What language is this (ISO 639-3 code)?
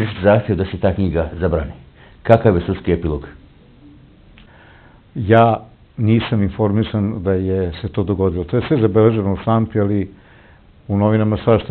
srp